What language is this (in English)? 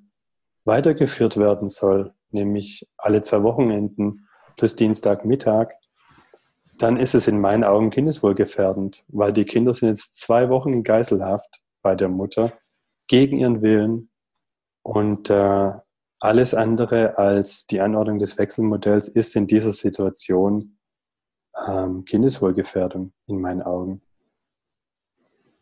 German